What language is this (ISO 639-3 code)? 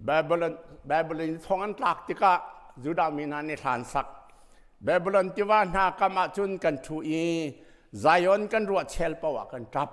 cnh